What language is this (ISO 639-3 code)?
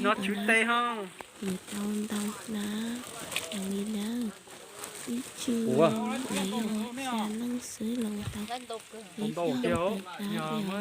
hmn